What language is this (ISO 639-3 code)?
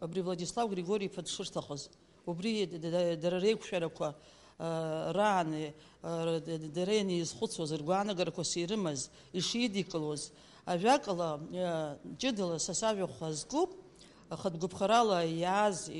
abk